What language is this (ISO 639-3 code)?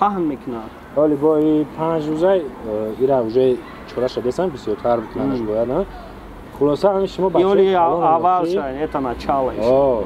tgk